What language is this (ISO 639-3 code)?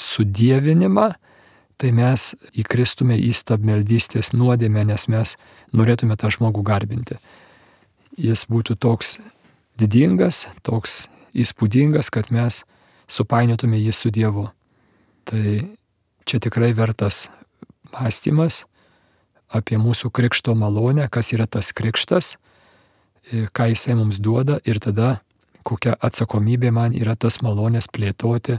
lit